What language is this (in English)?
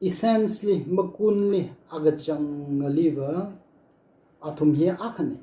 Tangkhul Naga (India)